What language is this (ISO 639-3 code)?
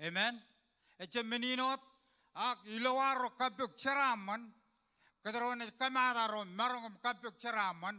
mah